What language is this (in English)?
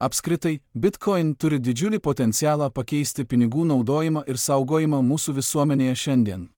Lithuanian